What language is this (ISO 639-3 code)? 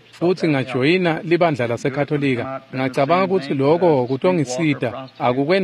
ssw